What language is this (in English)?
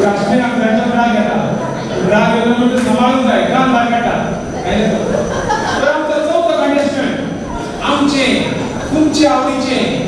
Konkani